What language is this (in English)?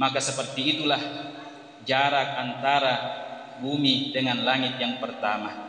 Buginese